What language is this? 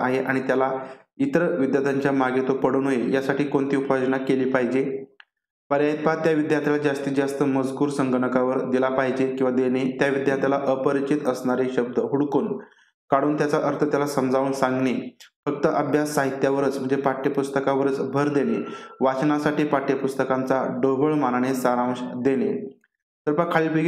Marathi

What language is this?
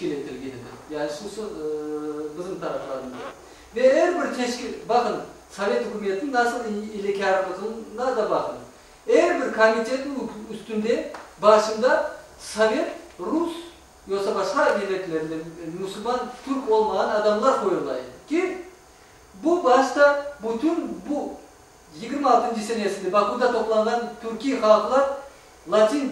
Crimean Tatar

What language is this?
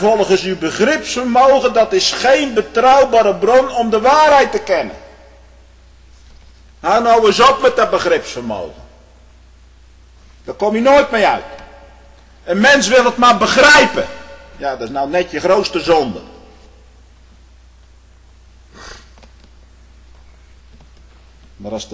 Dutch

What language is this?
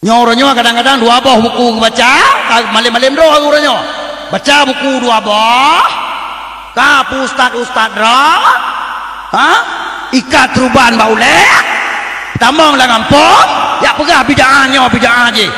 Achinese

